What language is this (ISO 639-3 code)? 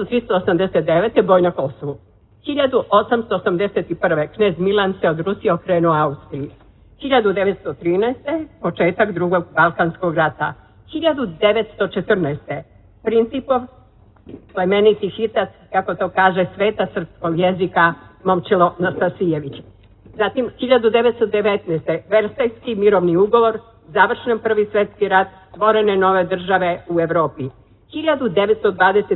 srp